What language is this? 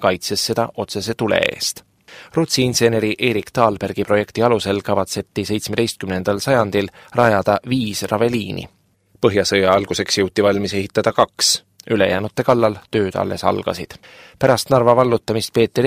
Estonian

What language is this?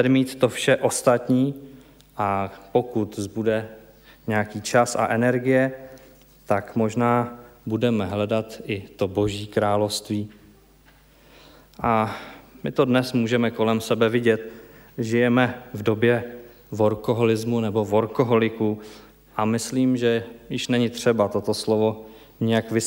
Czech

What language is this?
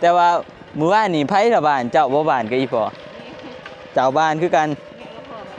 Northeastern Thai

